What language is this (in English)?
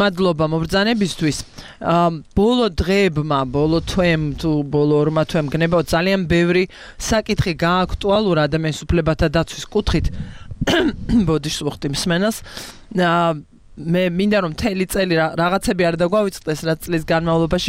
Georgian